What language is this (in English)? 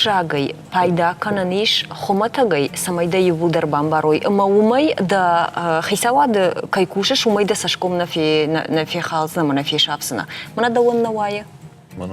Ossetic